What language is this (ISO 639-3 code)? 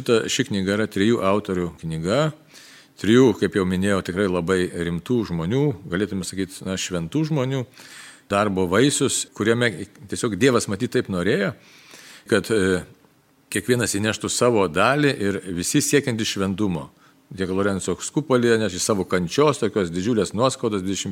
lit